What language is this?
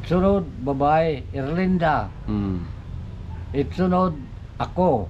Waray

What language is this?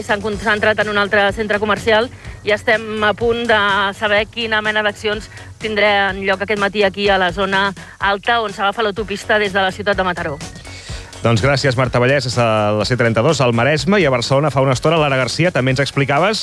Catalan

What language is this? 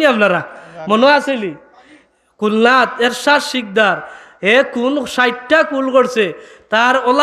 Sylheti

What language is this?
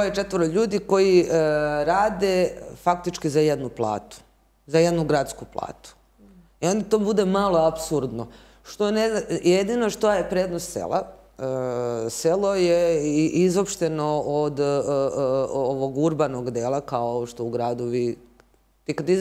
Serbian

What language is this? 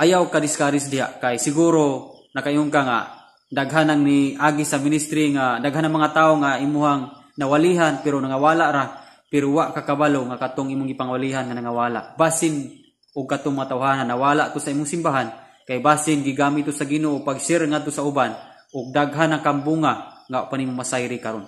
Cebuano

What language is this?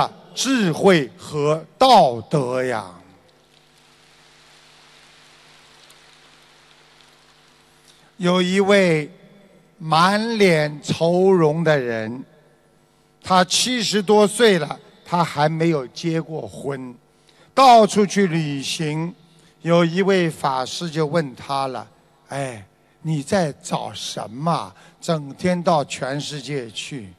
Chinese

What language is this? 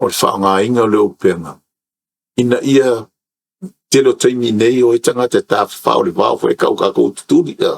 Samoan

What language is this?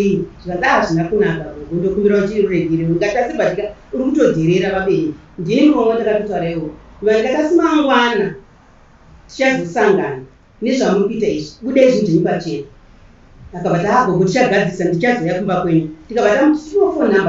Shona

